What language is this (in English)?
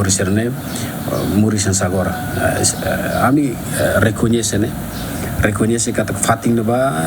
Tetum